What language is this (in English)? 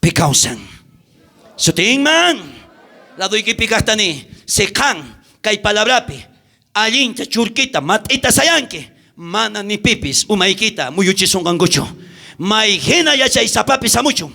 South Bolivian Quechua